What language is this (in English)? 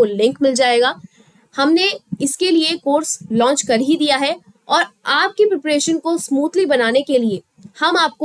Hindi